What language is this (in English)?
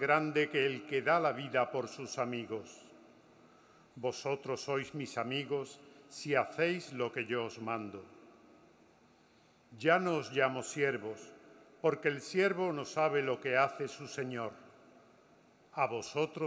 Spanish